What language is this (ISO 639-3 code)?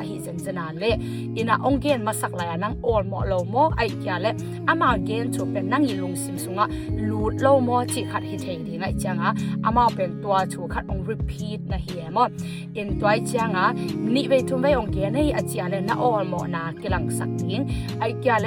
ctd